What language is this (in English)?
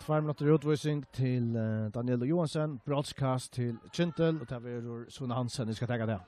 Faroese